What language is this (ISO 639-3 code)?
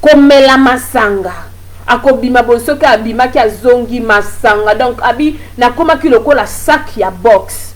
lin